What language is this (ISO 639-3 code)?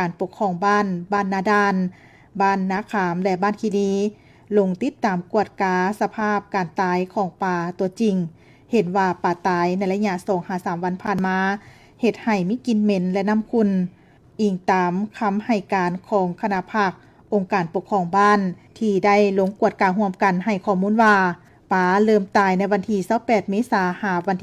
lao